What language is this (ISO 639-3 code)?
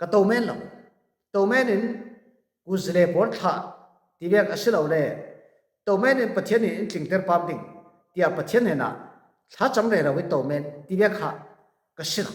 cfm